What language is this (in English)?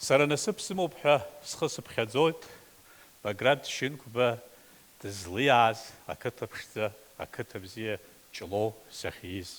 Abkhazian